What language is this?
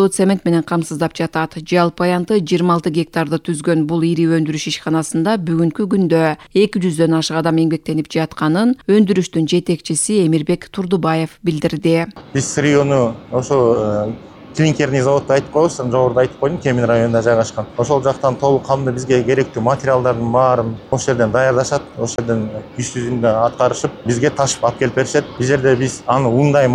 Kyrgyz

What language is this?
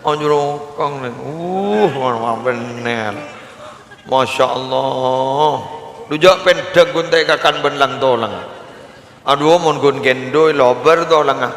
Madurese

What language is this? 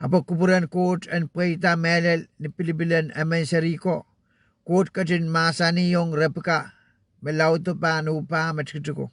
Pohnpeian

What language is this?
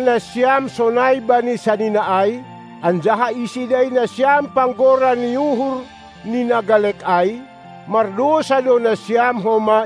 Batak Simalungun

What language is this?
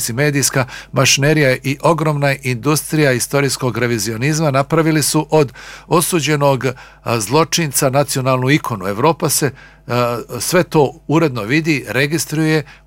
Bosnian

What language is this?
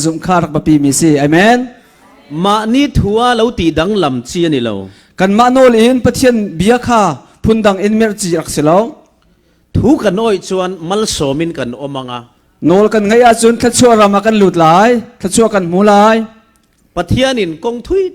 Falam Chin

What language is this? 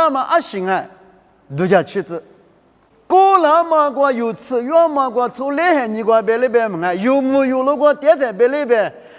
Lisu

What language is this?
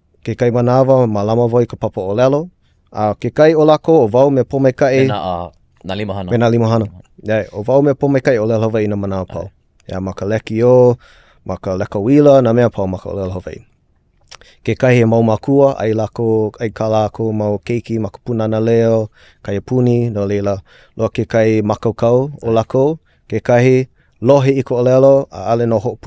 Hawaiian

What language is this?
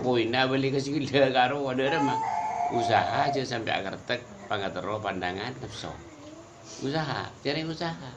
Madurese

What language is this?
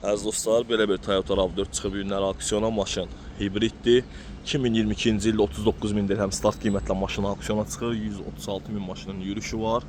Azerbaijani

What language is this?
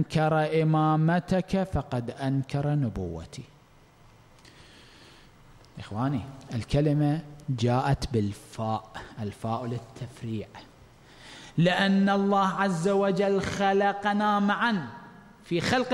Arabic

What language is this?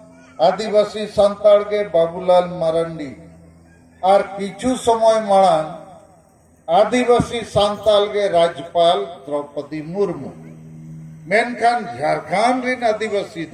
Santali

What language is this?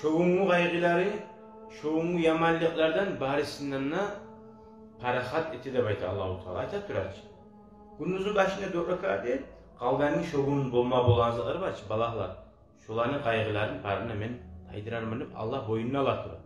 Kumyk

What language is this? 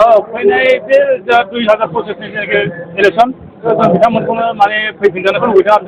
Bodo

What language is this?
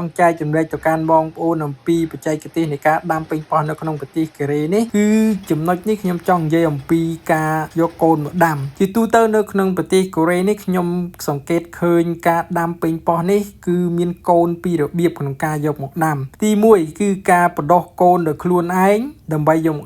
Khmer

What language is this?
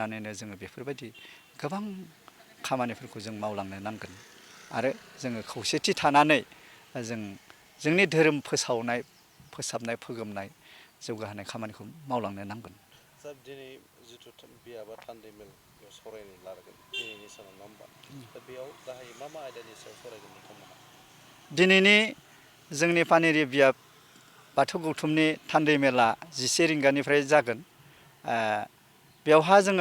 Bodo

